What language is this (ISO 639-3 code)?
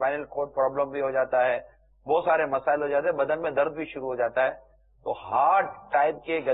urd